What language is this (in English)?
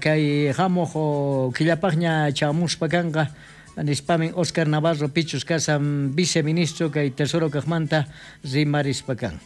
South Bolivian Quechua